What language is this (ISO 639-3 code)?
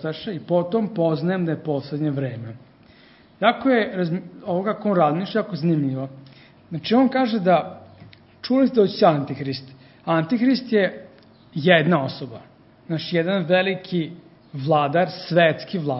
srp